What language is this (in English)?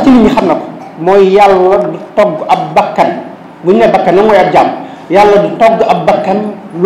Wolof